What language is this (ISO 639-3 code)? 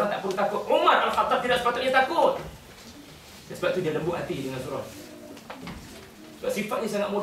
msa